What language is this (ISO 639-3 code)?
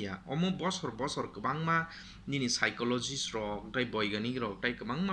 trp